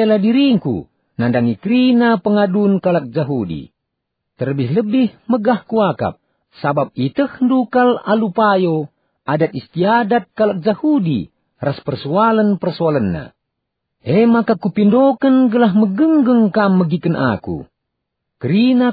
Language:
Batak Karo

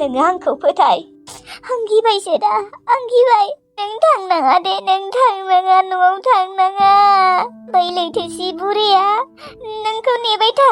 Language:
Bodo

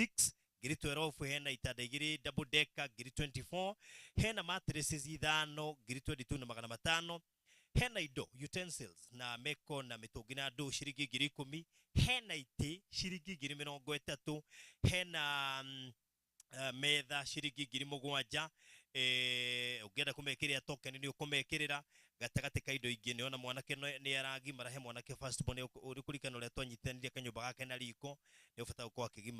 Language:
Kikuyu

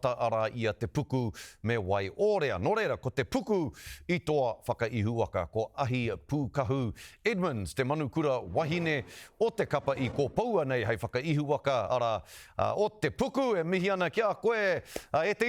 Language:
Māori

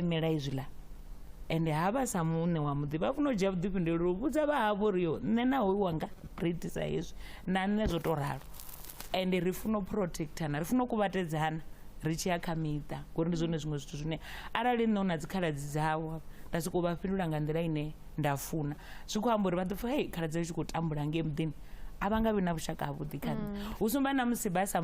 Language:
Venda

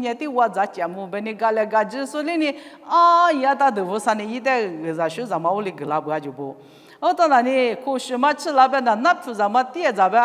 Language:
Lisu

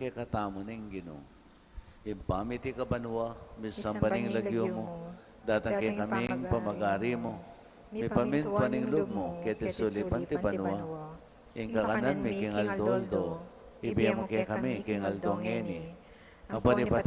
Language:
Pampanga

